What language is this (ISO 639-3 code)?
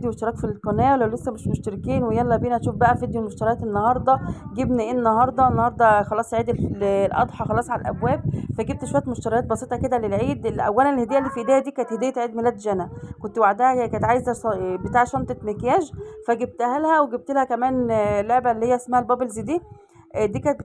arz